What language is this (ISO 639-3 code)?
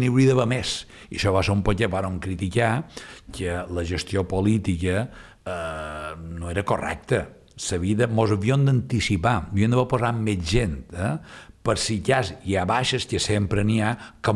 cat